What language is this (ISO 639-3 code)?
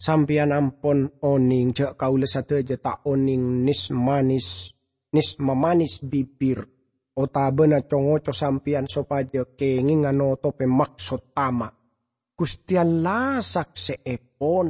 mad